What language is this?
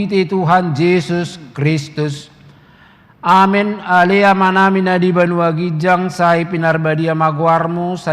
Batak Toba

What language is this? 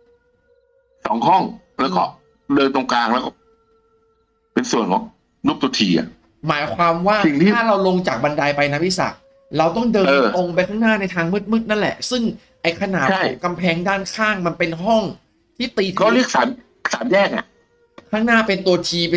Thai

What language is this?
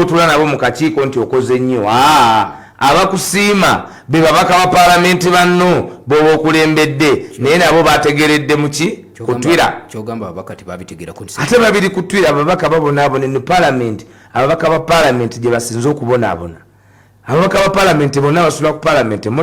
Ganda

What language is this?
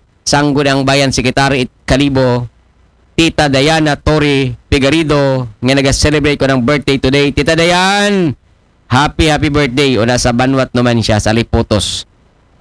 Aklanon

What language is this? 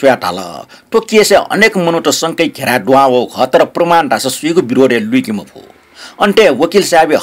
Newari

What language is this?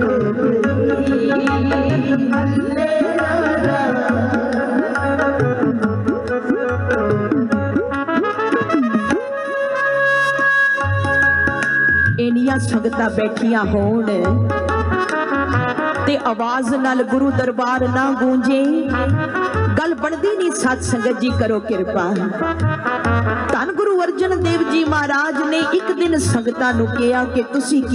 Punjabi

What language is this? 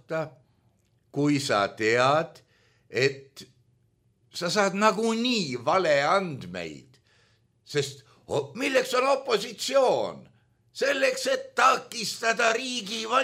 Estonian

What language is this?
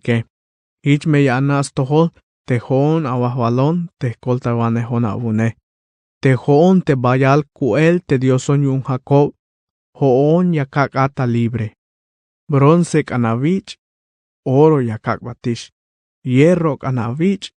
Tzeltal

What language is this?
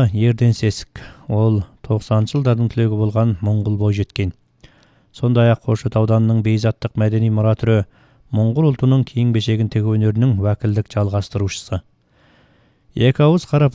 Kazakh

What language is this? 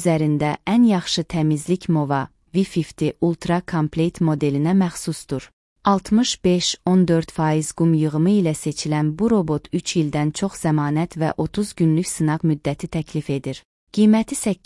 Azerbaijani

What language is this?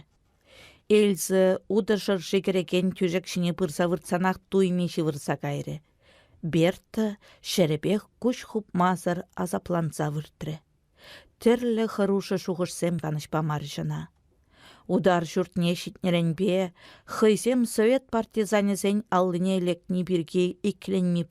Chuvash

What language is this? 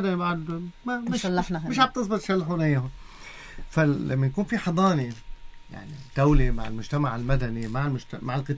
North Levantine Arabic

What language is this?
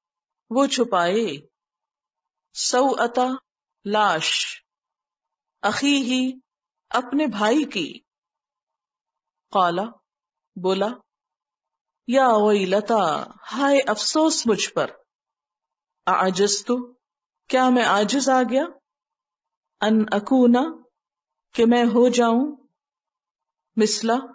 Urdu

